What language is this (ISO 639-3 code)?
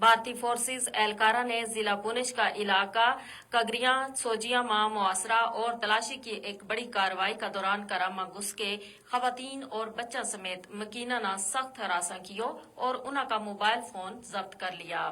gju